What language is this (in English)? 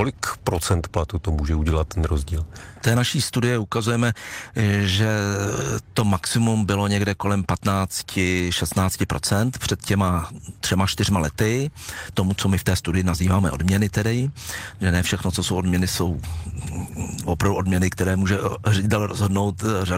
Czech